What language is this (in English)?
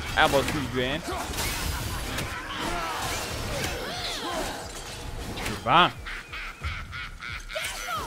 Czech